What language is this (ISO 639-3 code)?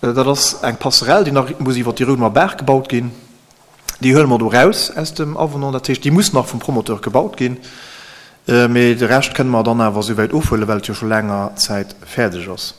ltz